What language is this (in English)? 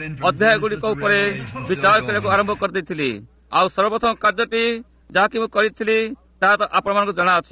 Odia